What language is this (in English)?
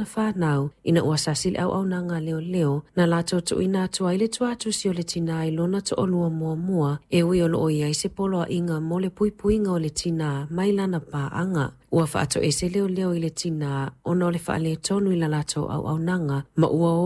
Samoan